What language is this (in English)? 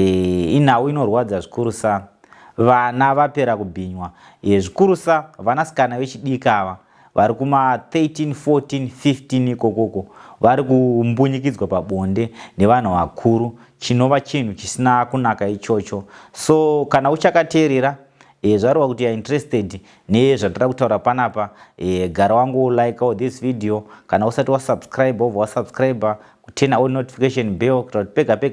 Shona